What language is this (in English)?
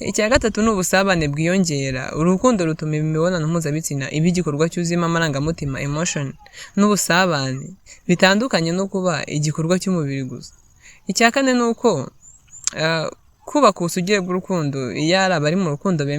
Kinyarwanda